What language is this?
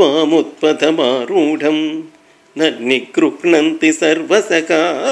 Sanskrit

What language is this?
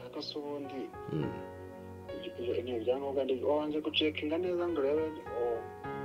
Kinyarwanda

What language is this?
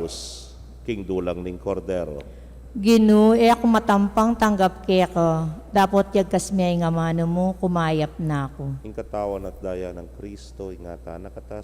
Pampanga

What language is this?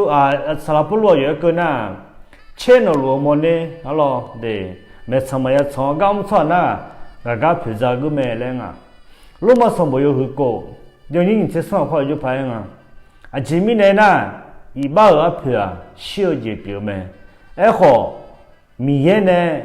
Akha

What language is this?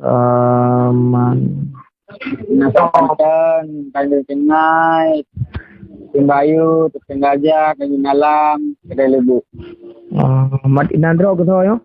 Achinese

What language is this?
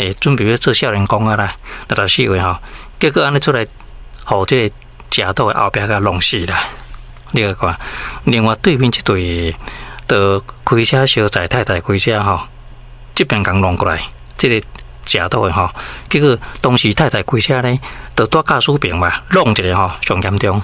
Min Nan Chinese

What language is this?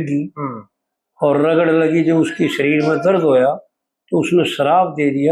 Haryanvi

